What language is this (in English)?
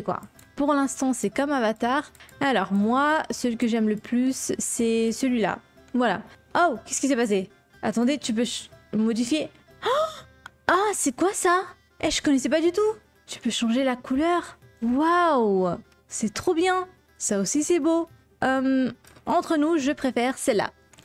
French